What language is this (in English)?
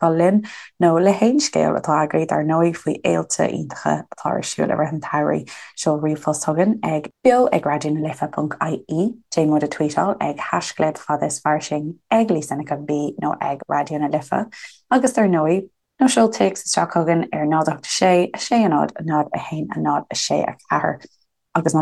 Irish